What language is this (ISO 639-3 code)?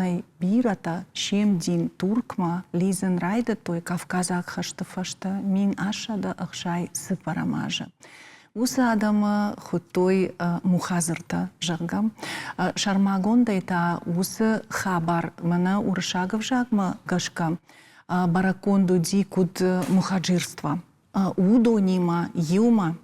oss